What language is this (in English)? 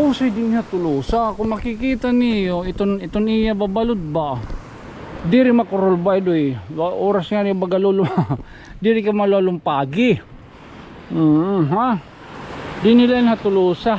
Waray